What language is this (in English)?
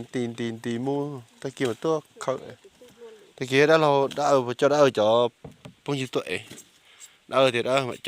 Hmong